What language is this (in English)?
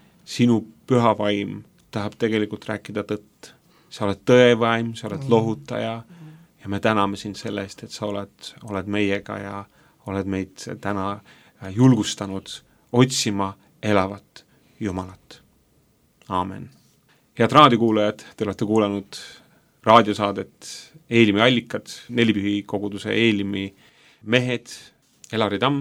Estonian